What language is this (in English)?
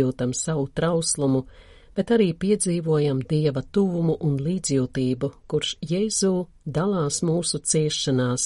Latvian